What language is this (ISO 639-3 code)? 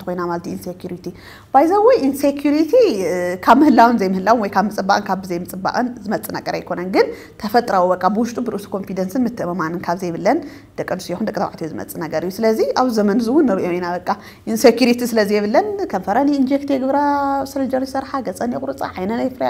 tir